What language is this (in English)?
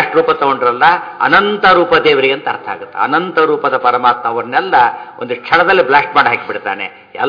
Kannada